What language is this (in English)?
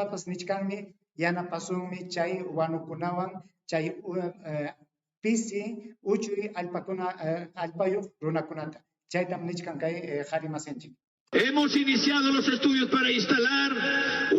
Ayacucho Quechua